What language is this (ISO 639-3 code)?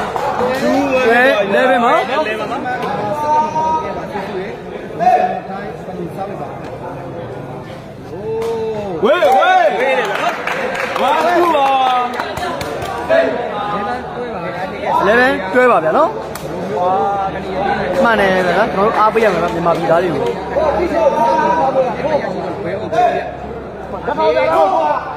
mya